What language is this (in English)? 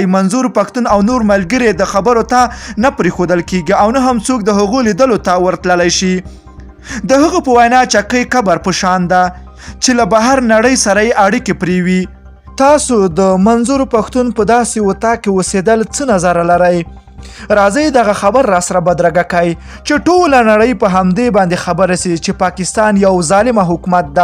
Pashto